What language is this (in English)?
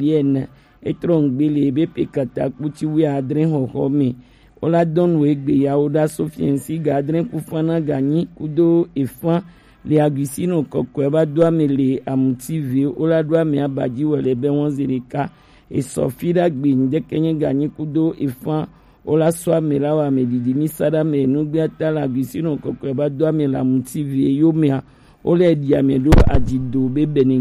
Gen